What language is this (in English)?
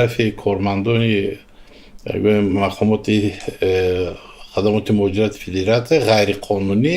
Tajik